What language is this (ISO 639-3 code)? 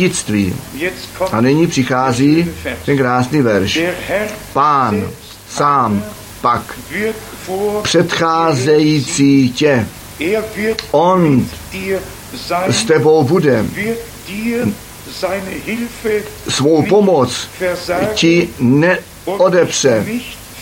ces